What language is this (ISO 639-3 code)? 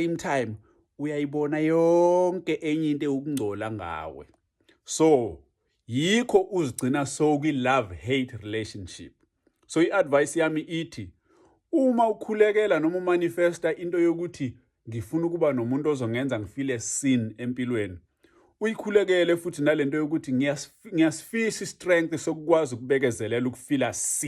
zul